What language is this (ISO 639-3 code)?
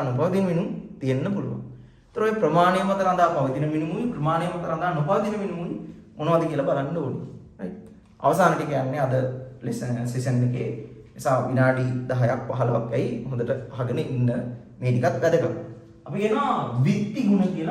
sin